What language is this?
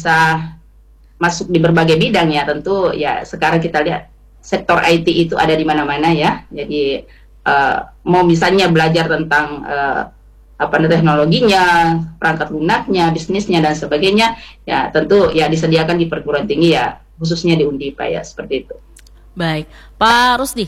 Indonesian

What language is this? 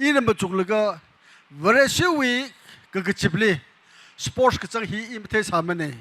Tangkhul Naga (India)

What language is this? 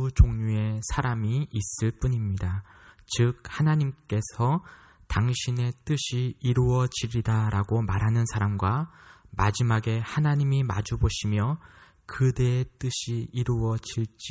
Korean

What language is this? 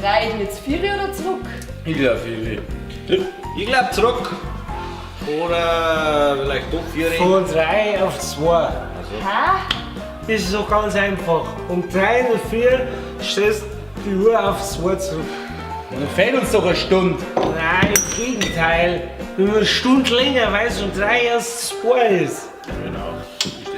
Bavarian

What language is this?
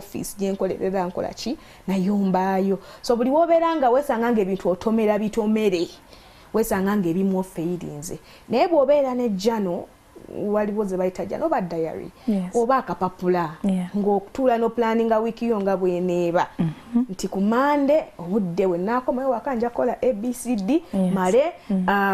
Ganda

